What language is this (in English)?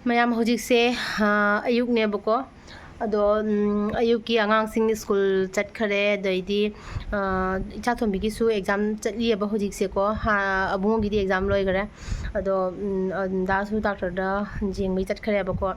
Manipuri